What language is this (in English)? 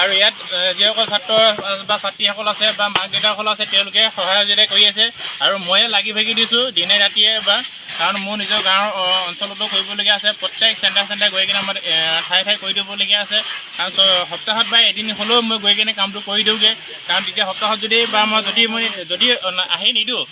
Assamese